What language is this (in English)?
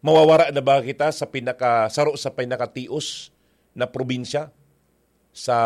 Bikol